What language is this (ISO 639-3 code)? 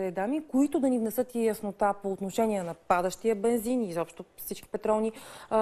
bul